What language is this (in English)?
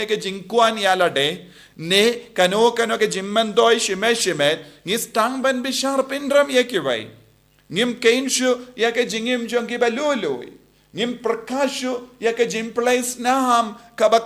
Khasi